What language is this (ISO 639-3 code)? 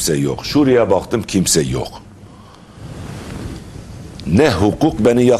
tur